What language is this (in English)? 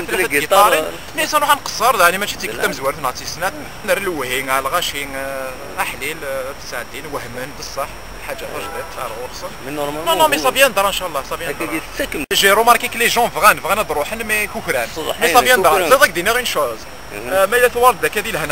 Kabyle